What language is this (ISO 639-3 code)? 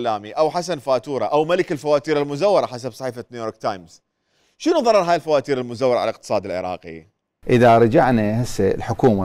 acm